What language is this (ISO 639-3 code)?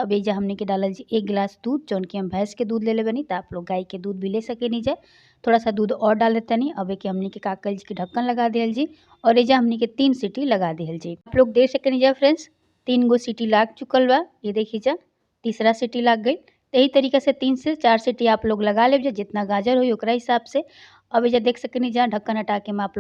bho